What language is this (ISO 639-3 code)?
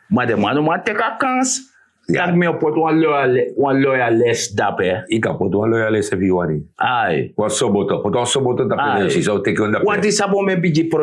srn